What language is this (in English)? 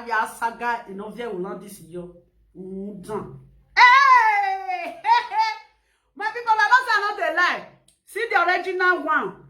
Nigerian Pidgin